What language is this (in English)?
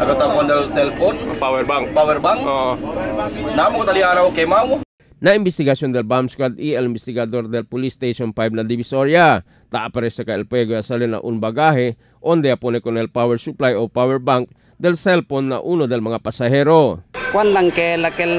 Chavacano